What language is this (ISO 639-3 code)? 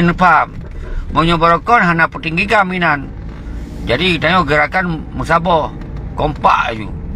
ace